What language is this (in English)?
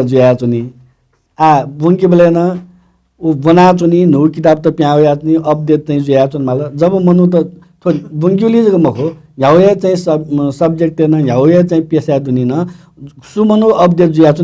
Newari